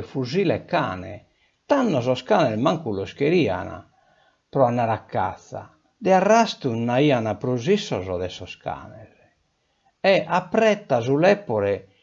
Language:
Sardinian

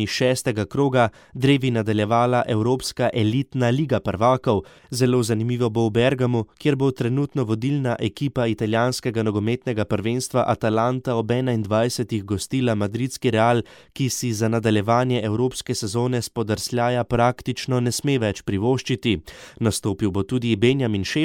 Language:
Slovenian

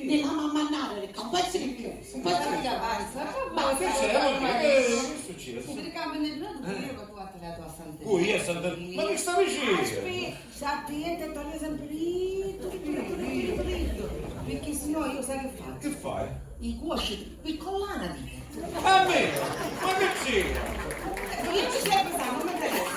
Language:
Sicilian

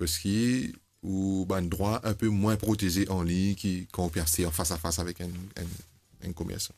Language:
Morisyen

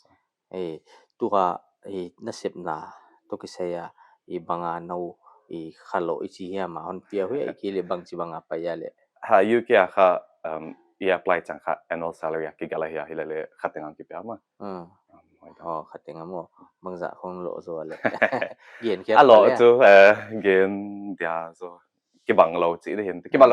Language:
Paite Chin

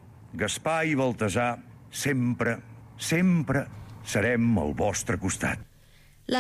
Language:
Catalan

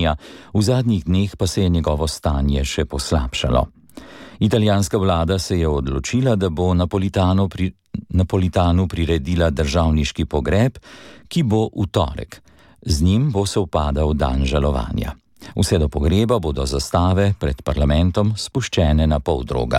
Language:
Slovenian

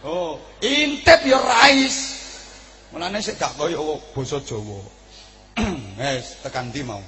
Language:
Javanese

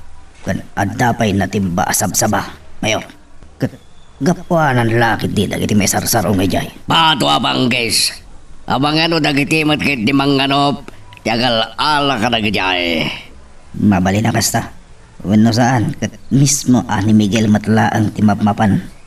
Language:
Iloko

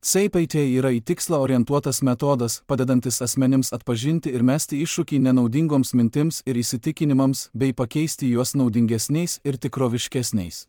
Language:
Lithuanian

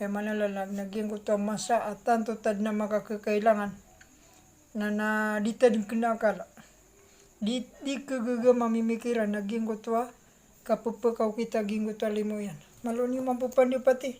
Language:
Maranao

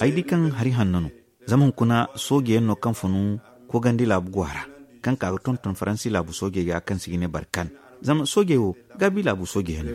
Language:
Zarma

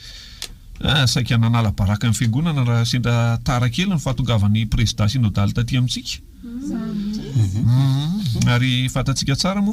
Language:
Malagasy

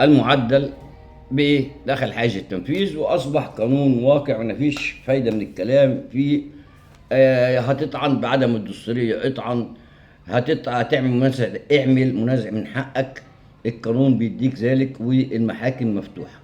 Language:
Egyptian Arabic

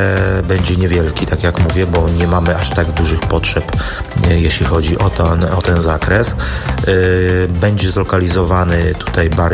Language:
Polish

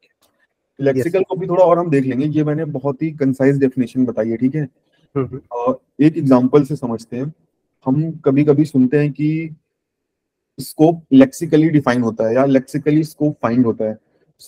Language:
Hindi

